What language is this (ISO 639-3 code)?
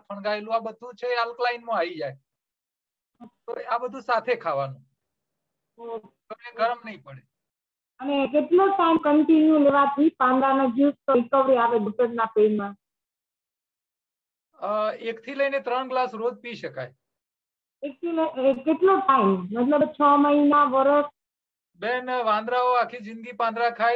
guj